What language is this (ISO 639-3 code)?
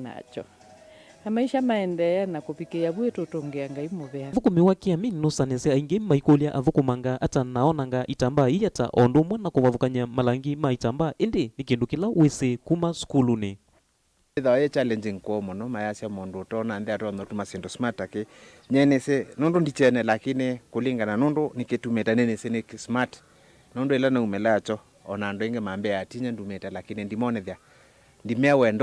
kam